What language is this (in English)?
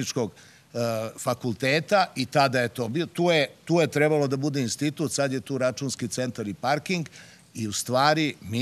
Serbian